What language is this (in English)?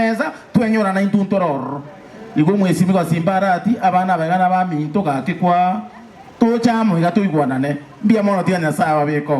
Gusii